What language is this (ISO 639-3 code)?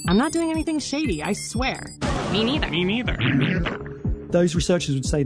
eng